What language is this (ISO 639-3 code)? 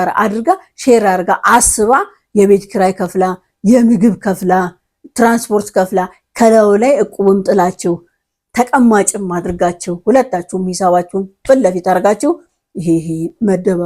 amh